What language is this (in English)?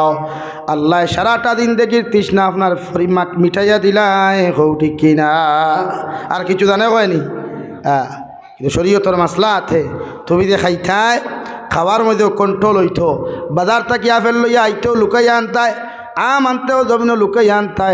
Sylheti